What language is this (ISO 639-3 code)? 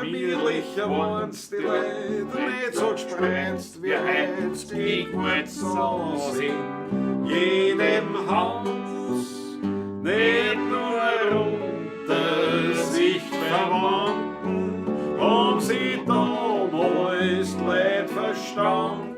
bar